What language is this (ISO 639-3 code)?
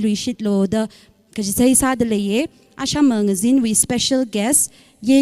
nmf